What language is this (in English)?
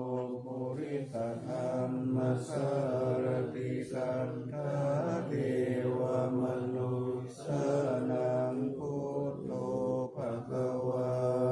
Pali